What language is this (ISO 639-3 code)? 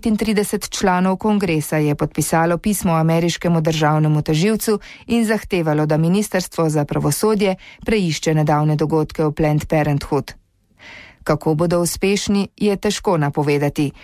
slv